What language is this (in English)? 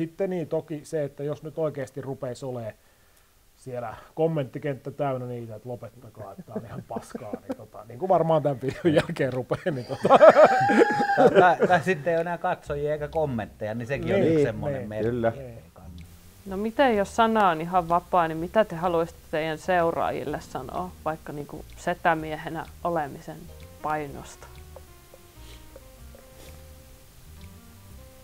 Finnish